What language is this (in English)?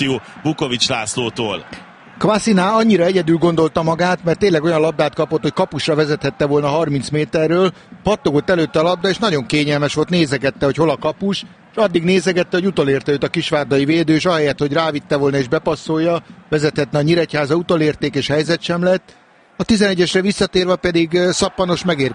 Hungarian